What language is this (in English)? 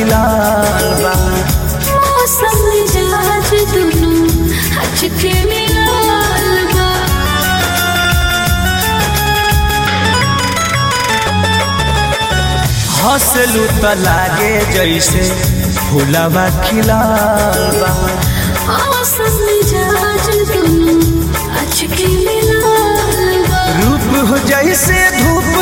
Bhojpuri